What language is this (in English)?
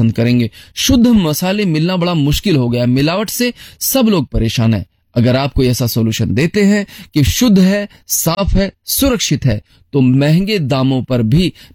Hindi